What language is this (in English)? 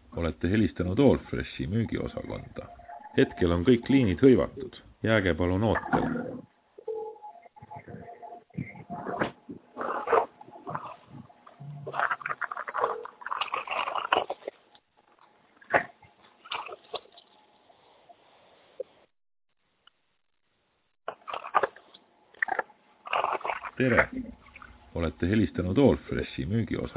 Estonian